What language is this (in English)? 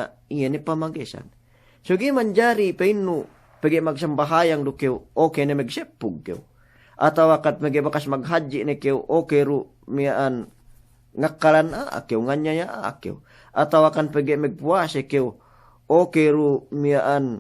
Yakan